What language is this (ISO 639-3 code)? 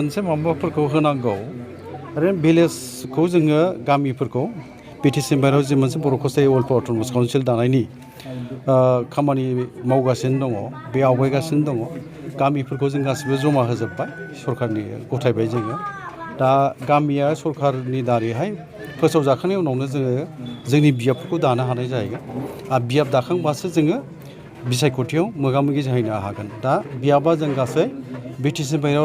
brx